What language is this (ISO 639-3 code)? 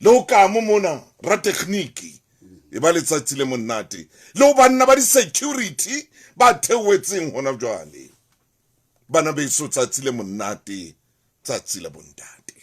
sot